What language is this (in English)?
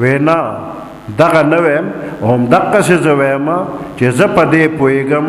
Pashto